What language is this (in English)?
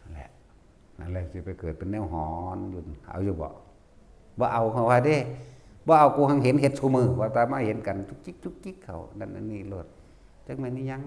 Northeastern Thai